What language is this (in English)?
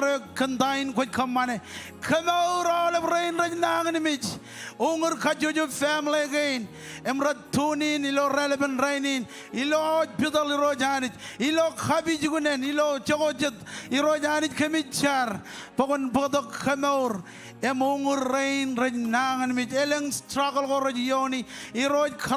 Marshallese